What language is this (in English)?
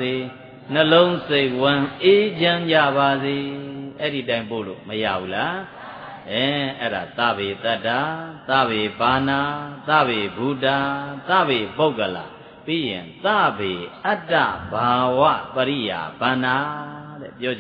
Burmese